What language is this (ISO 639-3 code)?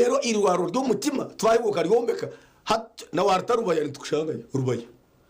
nyn